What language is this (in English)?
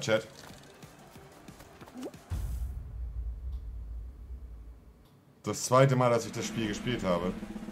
German